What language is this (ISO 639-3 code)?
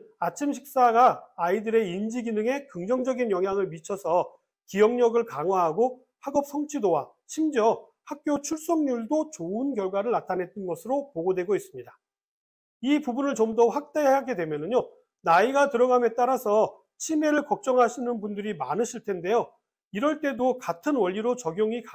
kor